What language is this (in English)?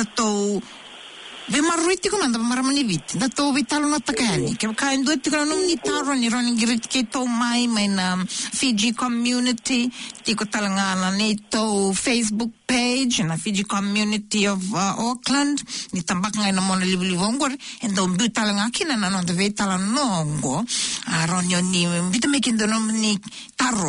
Fijian